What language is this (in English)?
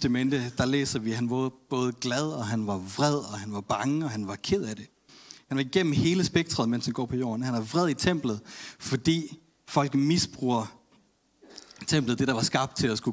Danish